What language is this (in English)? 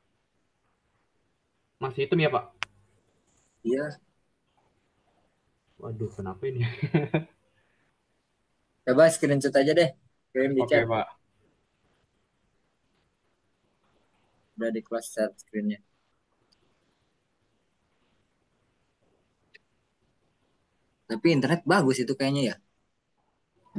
Indonesian